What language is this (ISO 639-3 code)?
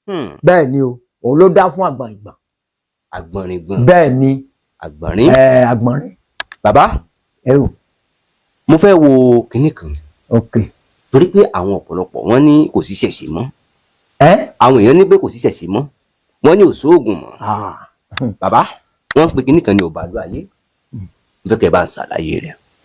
yor